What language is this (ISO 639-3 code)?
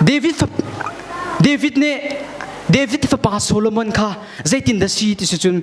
cnh